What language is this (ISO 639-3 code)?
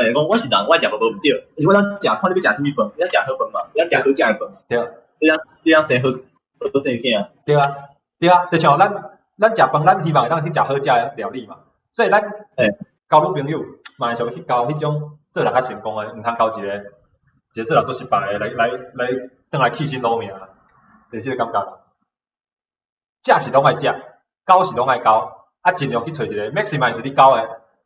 nan